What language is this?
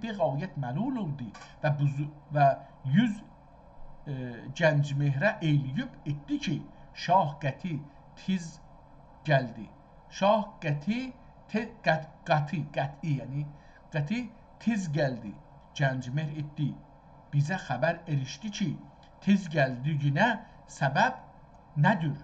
South Azerbaijani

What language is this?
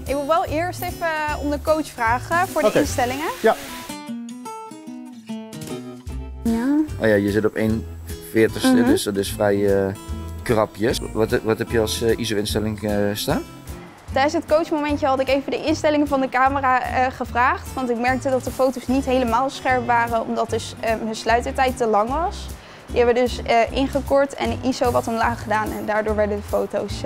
Dutch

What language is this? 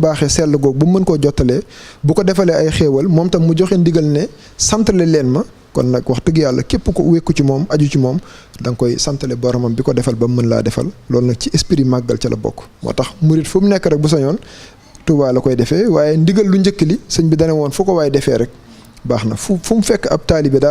Wolof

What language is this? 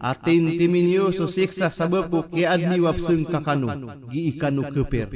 Maranao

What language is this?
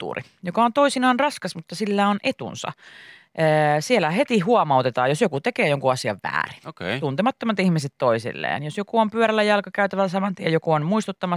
Finnish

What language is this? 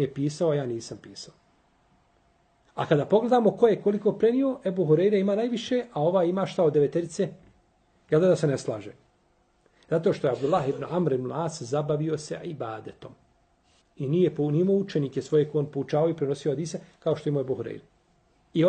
Bosnian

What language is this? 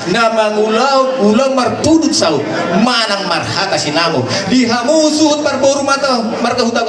Batak Toba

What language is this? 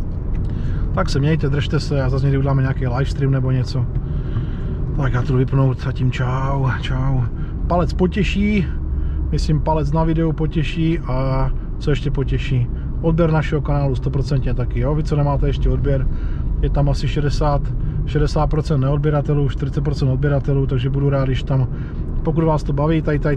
Czech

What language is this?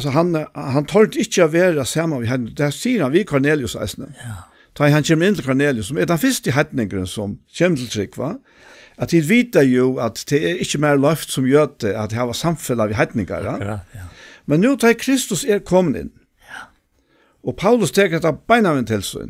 Faroese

